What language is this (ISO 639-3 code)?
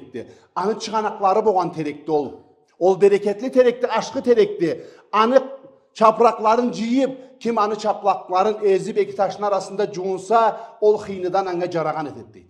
krc